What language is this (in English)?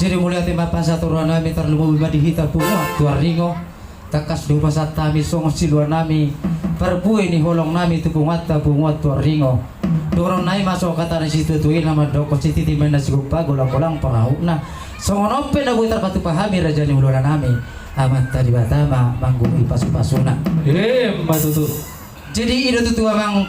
Batak Toba